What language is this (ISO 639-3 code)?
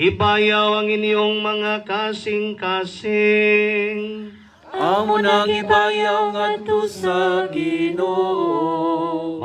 ceb